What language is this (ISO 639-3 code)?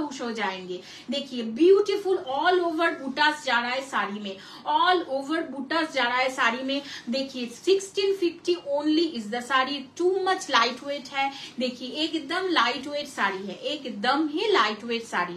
hin